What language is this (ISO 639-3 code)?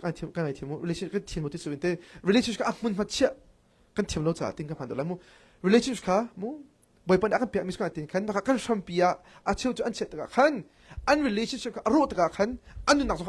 cnh